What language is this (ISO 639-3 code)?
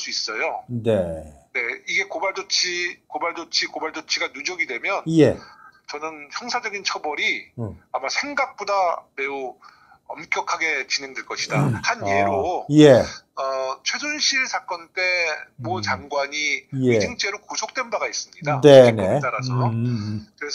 kor